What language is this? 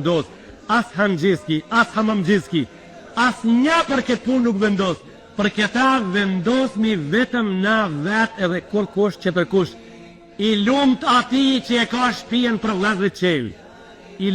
Albanian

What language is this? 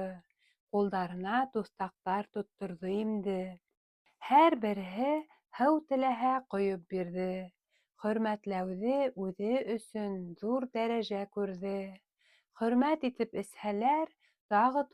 Bashkir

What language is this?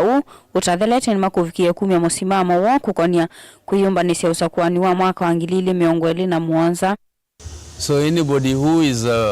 Kamba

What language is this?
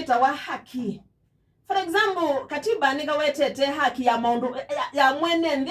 Kamba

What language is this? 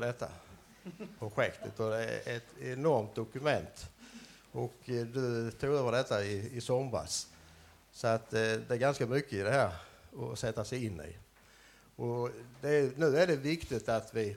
Swedish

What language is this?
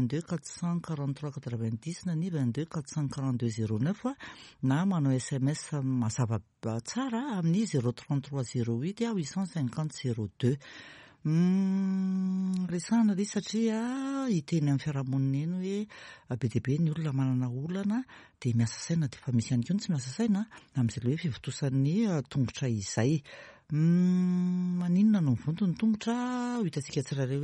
Malagasy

